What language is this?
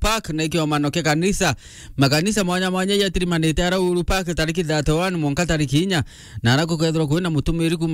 Meru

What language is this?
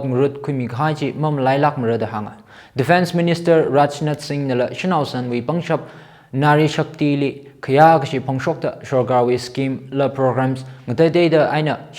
Tangkhul Naga (India)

